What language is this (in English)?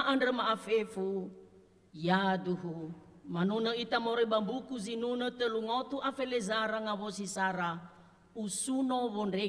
Nias